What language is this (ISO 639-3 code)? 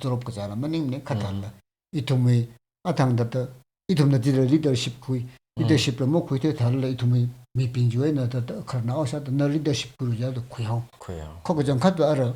nmf